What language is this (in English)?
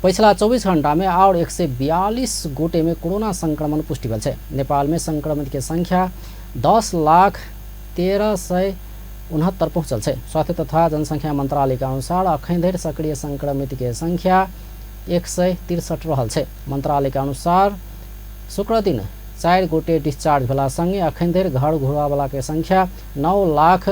Maithili